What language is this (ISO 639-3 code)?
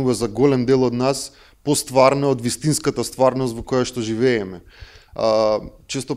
mkd